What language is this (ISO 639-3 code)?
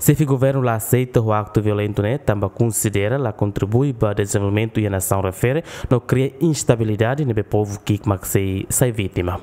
tet